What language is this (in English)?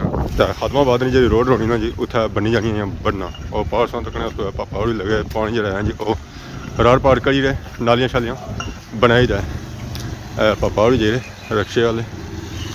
Pahari-Potwari